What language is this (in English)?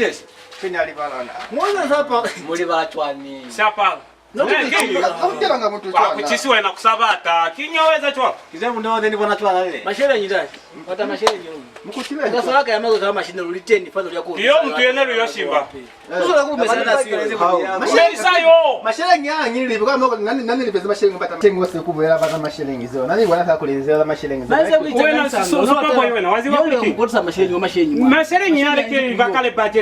Lozi